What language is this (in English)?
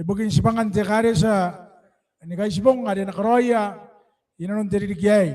Gilbertese